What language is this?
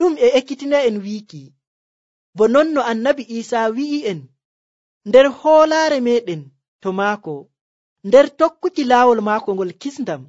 Nigerian Fulfulde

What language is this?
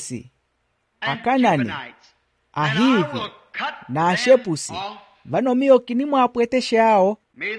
Makhuwa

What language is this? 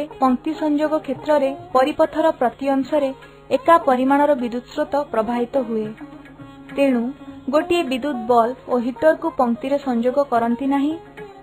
Odia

